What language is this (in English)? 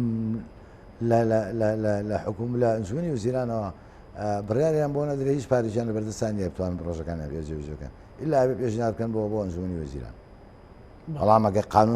Central Kurdish